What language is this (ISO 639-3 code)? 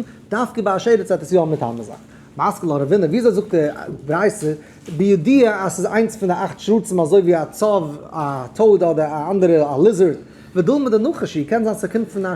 yid